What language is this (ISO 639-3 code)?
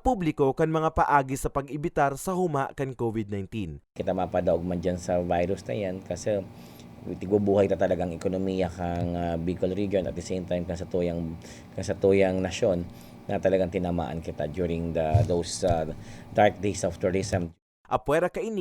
bik